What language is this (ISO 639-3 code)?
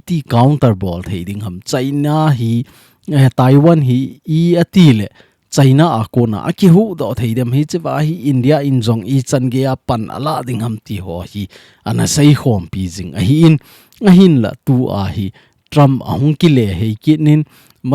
tcz